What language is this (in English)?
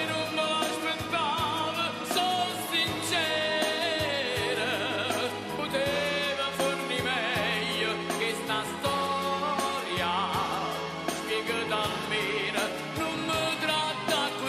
Neapolitan